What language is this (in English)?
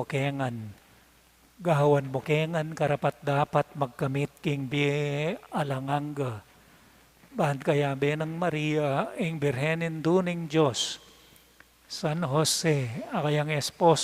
Pampanga